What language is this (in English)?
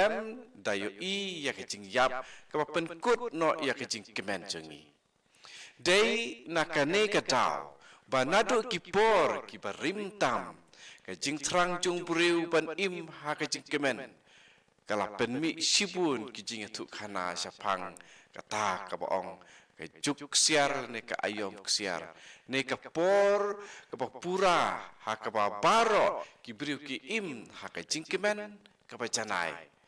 Khasi